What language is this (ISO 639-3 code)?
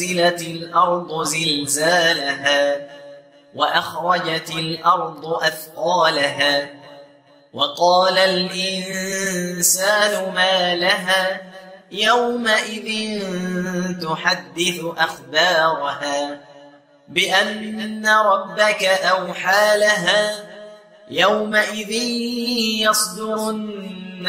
ara